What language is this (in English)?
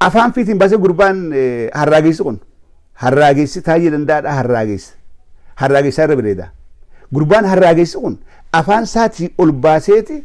Oromo